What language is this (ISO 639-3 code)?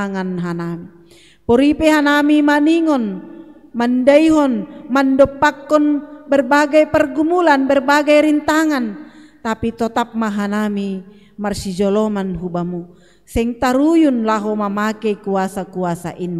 bts